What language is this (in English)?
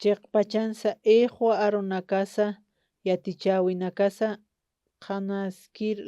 Aymara